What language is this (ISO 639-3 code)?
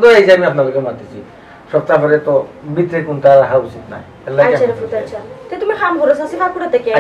syl